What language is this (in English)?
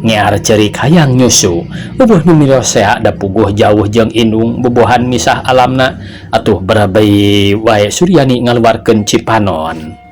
Sundanese